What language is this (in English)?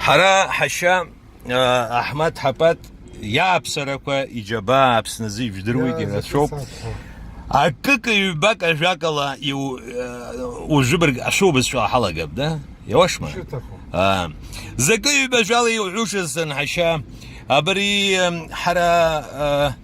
Abkhazian